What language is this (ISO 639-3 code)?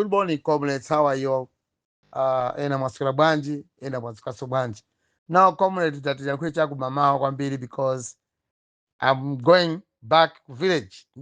nya